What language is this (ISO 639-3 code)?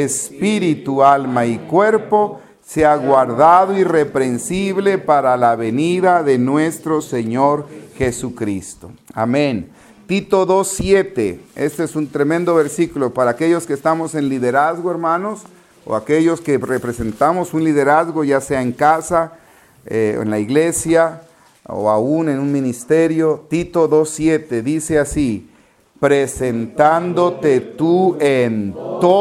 spa